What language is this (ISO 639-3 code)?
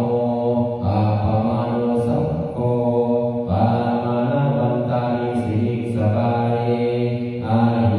pli